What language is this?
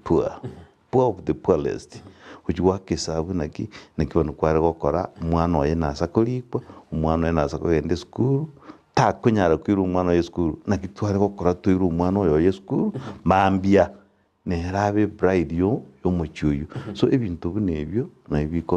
Gusii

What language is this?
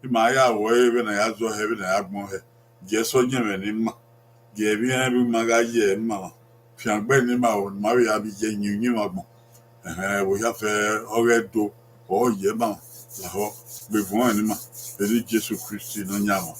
Bini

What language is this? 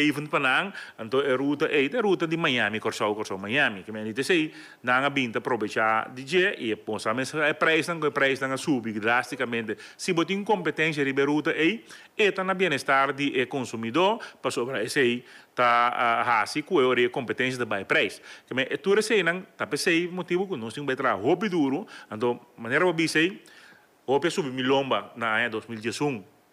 Papiamento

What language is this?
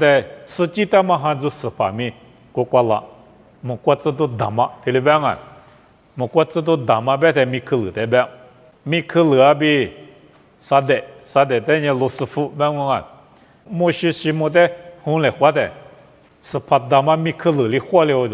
Lisu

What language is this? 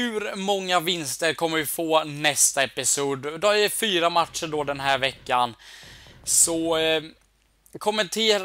Swedish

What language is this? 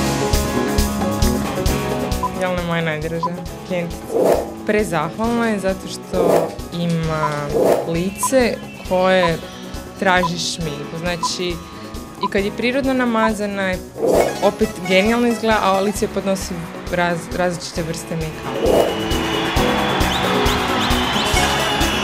Croatian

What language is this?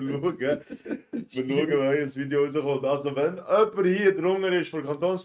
Swiss German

